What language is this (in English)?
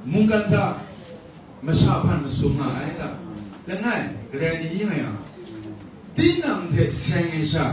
Kachin